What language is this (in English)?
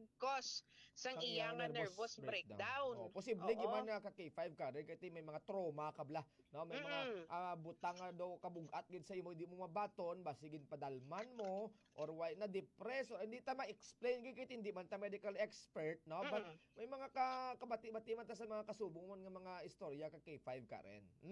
Hiligaynon